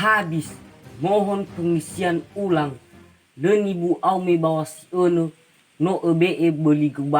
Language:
Nias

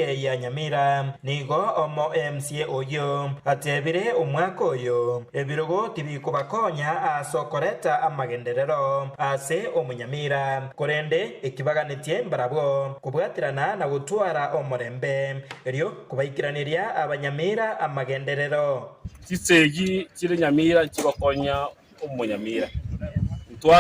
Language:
Gusii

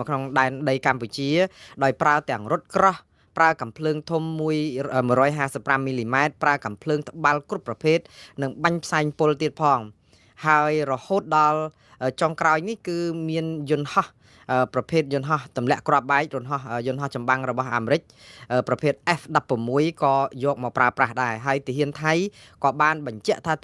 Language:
Khmer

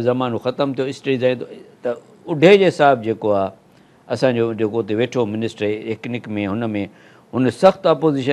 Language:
Sindhi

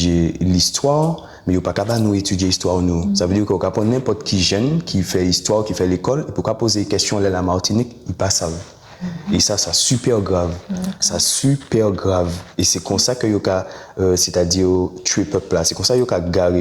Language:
Guadeloupean Creole French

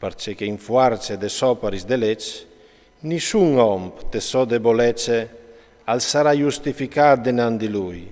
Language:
Friulian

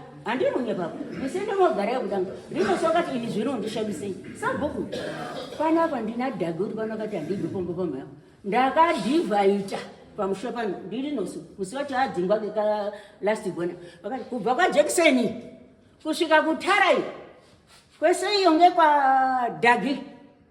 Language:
Shona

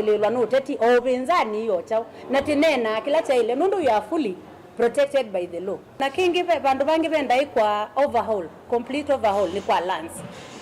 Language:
Kamba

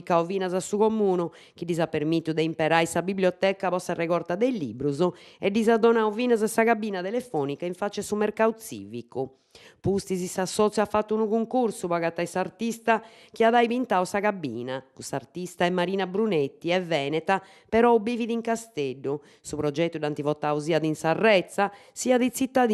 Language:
Sardinian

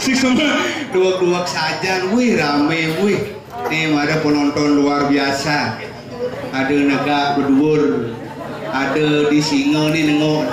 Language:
Balinese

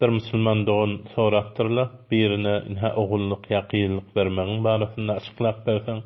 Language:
Turkmen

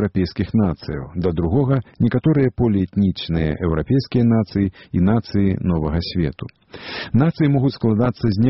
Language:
Belarusian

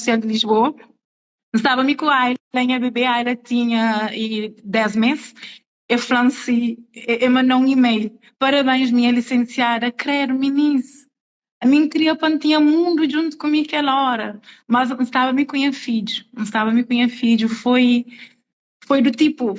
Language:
Kabuverdianu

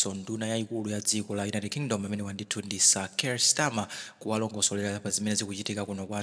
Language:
Nyanja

